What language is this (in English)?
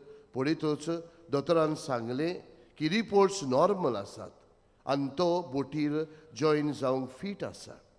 Konkani